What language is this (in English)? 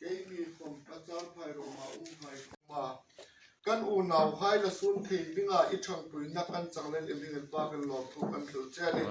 Hmar